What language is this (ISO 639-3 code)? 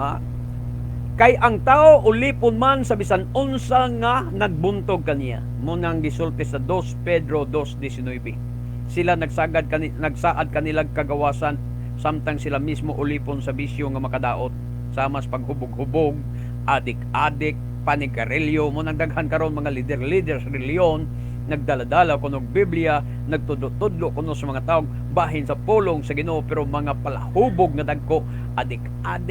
ceb